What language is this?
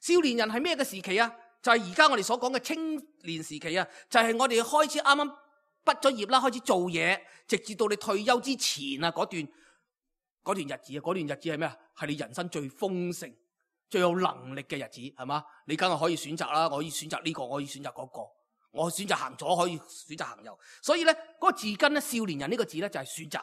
Cantonese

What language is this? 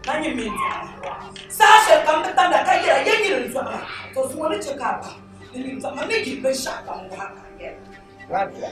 Dagbani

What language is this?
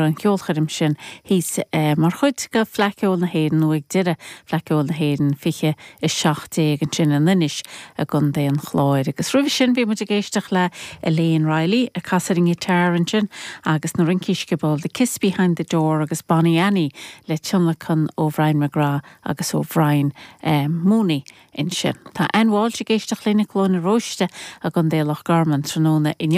Irish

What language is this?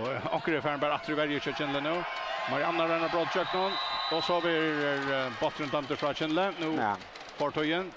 Faroese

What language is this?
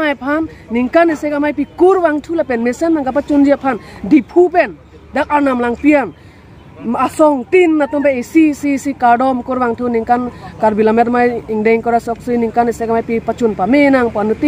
Karbi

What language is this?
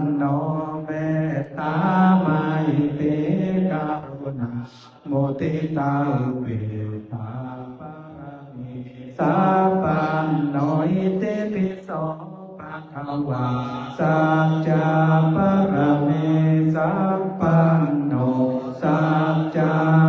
Pali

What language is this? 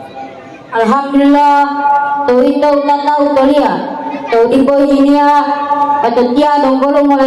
Gorontalo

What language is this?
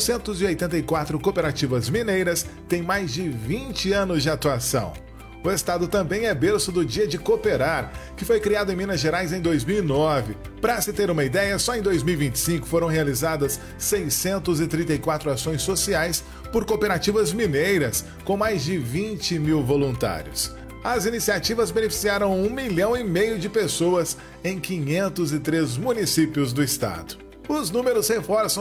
Portuguese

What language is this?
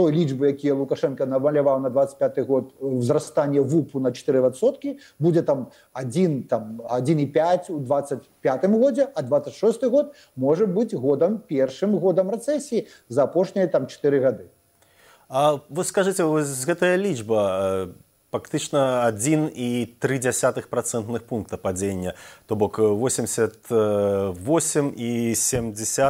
Belarusian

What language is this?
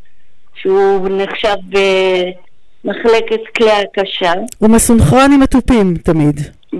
Hebrew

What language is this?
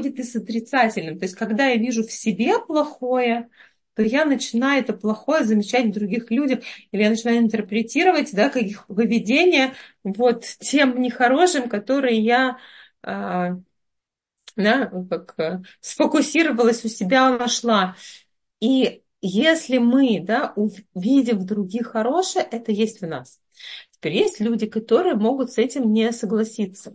Russian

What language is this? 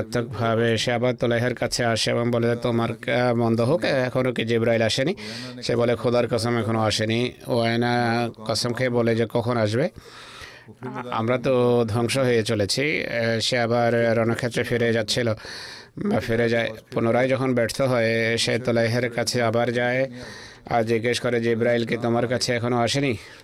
Bangla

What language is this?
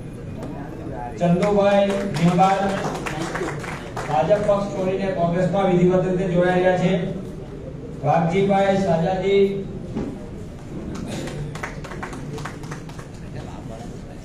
Gujarati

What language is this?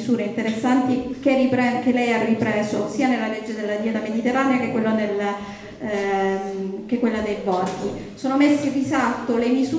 Italian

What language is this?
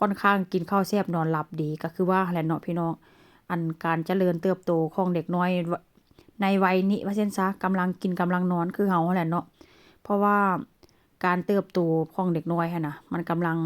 Northeastern Thai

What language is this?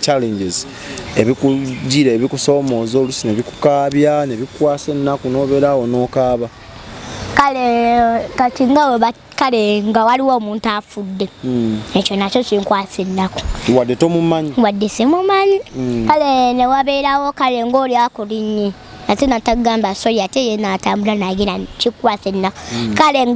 Ganda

